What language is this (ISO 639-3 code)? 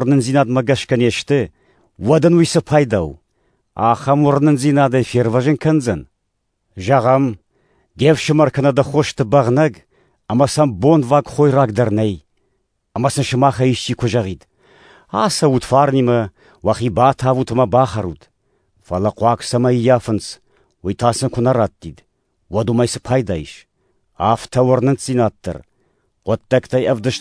oss